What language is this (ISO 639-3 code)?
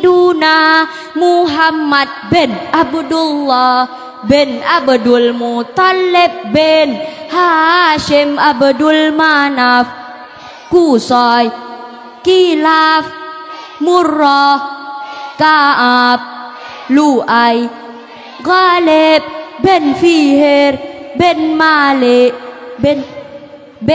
ace